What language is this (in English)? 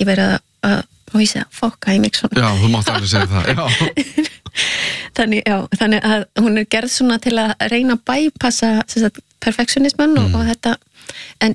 Icelandic